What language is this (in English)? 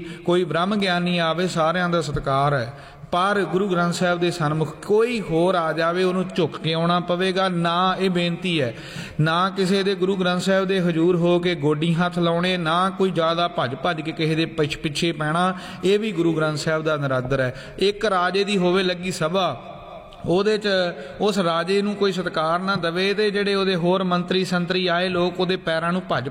Punjabi